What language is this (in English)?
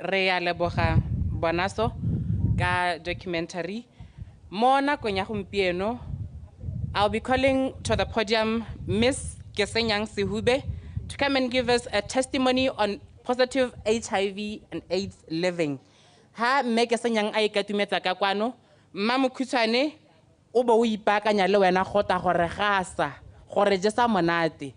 Tswana